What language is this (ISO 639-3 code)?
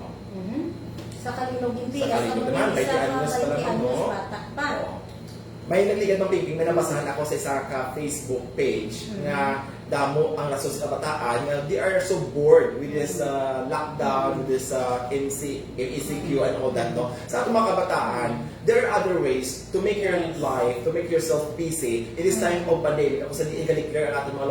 hil